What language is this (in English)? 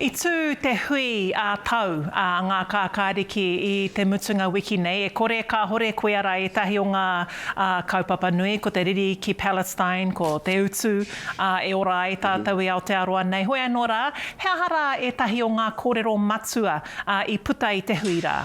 Māori